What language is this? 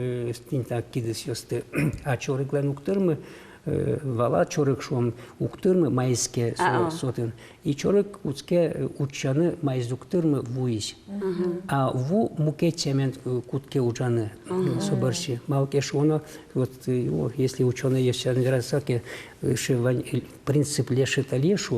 Udmurt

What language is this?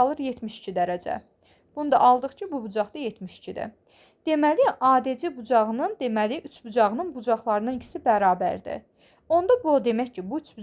Azerbaijani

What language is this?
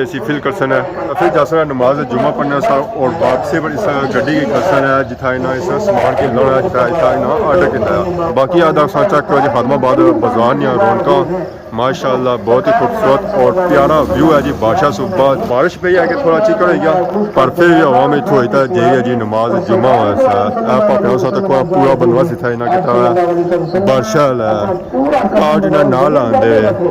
Pahari-Potwari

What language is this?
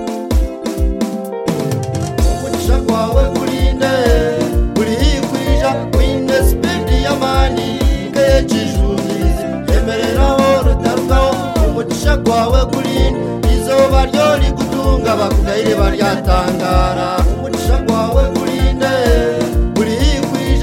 Kinyarwanda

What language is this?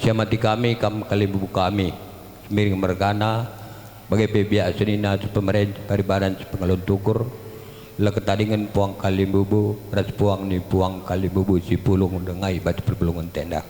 Batak Karo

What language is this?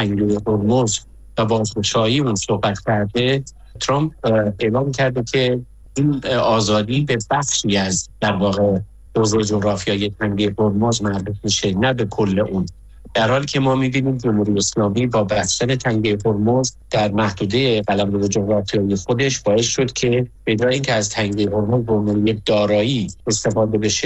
Persian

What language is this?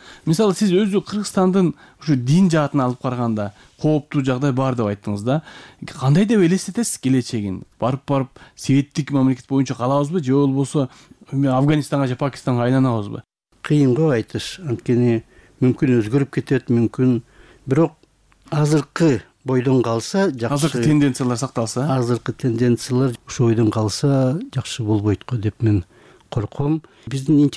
Kyrgyz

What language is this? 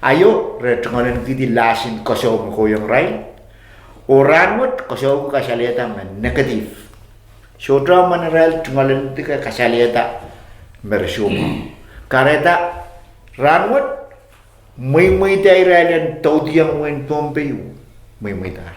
Pohnpeian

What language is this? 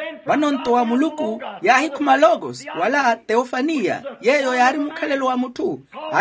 Makhuwa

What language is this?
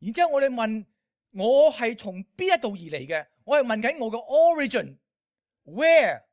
Cantonese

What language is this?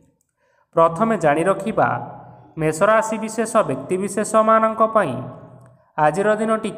Odia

